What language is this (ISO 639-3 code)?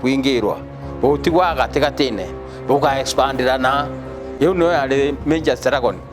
mer